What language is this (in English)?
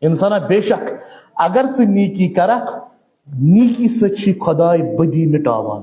Kashmiri